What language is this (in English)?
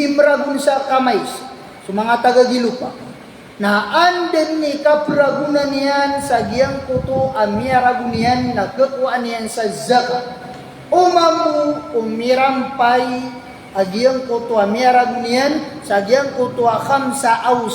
Maranao